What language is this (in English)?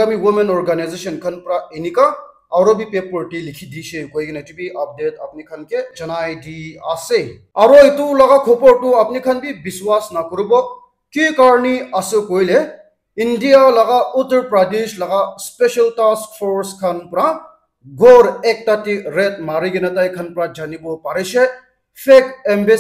Naga Pidgin